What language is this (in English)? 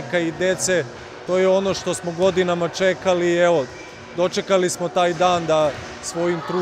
Serbian